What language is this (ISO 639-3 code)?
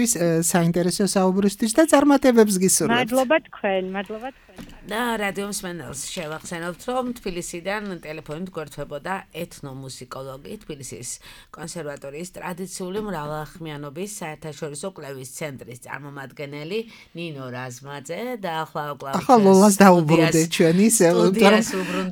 kat